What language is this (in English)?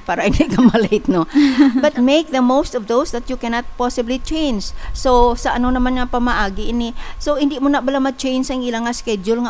Hiligaynon